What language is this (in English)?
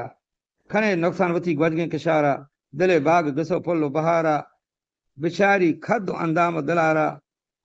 Eastern Balochi